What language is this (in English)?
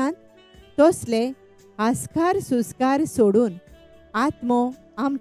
Konkani